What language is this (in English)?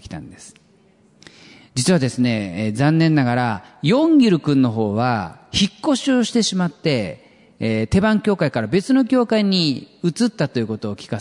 Japanese